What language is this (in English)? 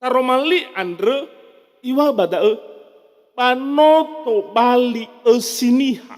Nias